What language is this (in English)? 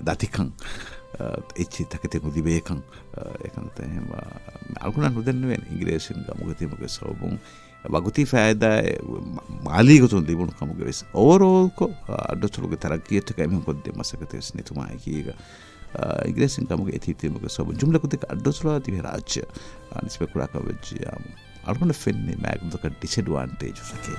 Divehi